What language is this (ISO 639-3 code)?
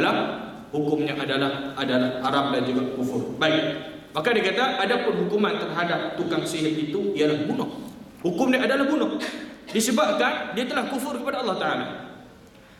msa